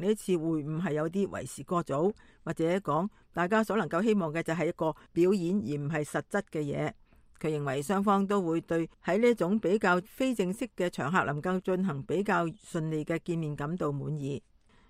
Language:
Cantonese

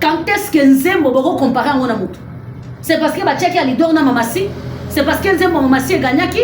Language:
Lingala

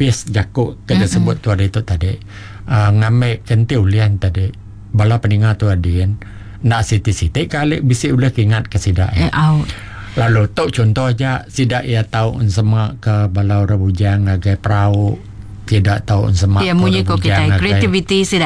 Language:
Iban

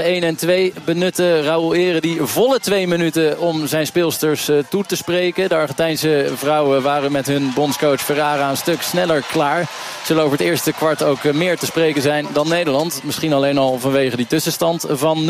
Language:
Dutch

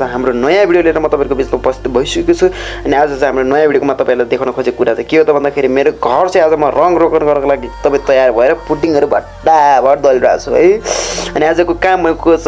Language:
Nepali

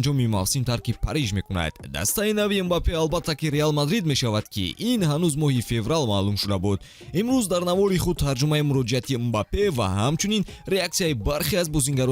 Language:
Tajik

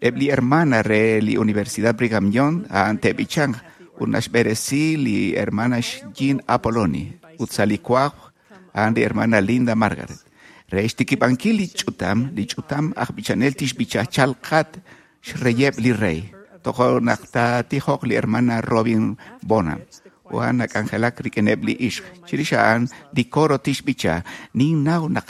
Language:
Kekchí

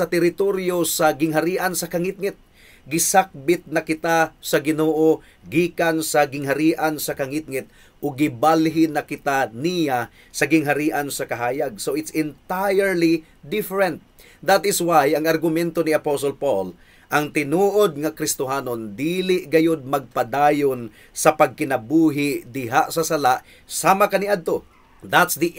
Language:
Cebuano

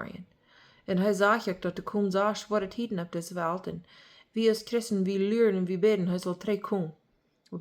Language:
Plautdietsch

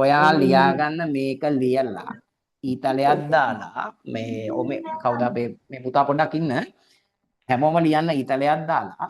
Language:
Sinhala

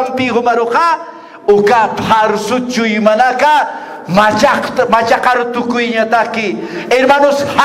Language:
Aymara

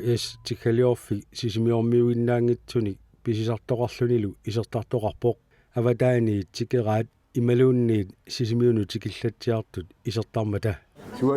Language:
Kalaallisut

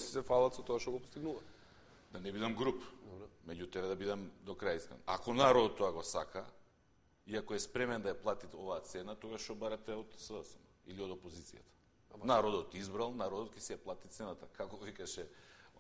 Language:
Macedonian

